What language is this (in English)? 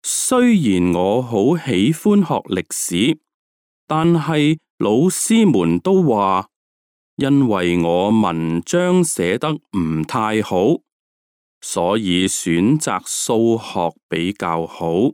Cantonese